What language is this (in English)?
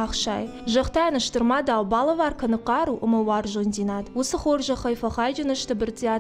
Ossetic